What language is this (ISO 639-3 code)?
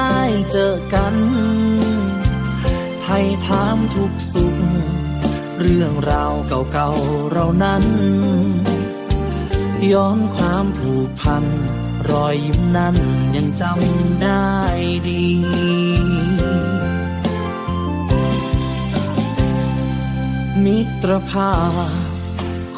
tha